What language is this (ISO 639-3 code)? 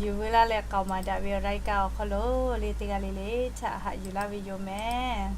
lhu